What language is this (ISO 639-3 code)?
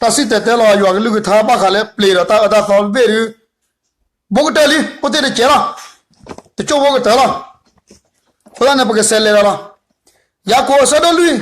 ksw